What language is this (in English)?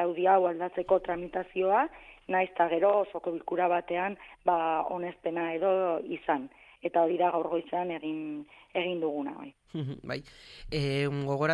Basque